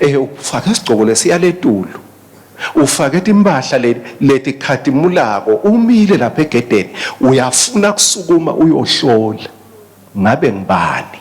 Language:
Swati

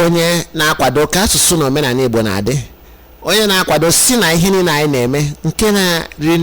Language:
Igbo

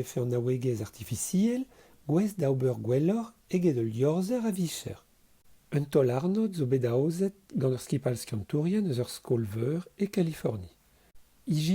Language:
Breton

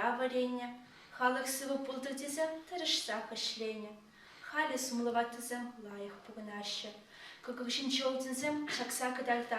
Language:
Chuvash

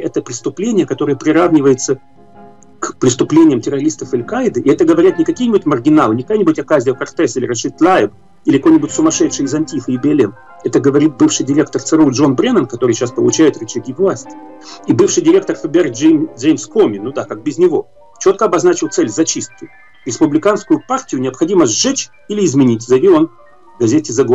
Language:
Russian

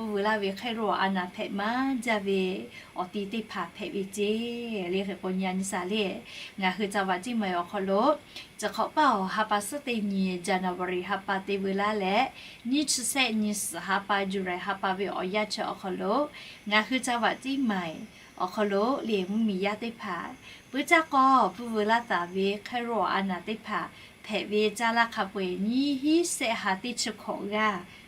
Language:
Lahu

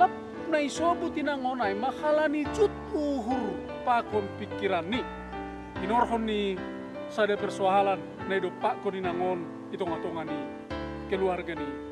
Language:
Batak Simalungun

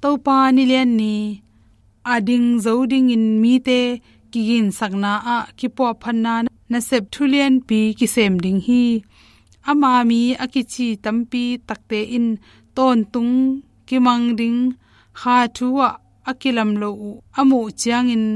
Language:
Tedim Chin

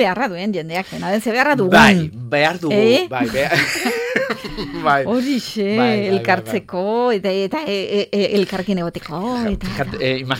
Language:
Basque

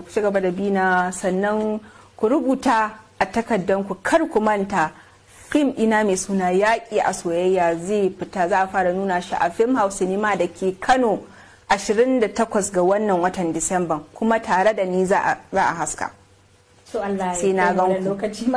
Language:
Hausa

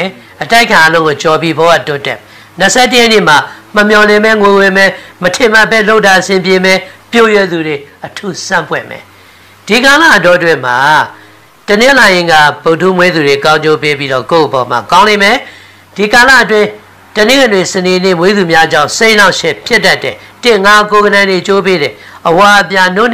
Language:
Burmese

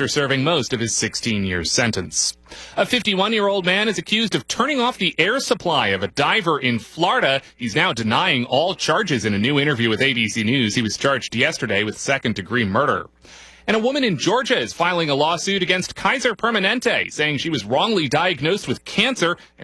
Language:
English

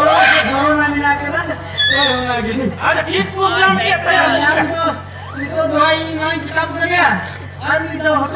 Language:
Santali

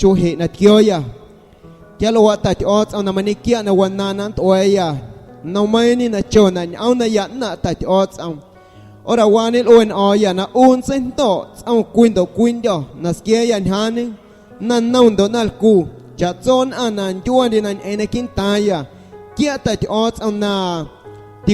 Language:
Guerrero Amuzgo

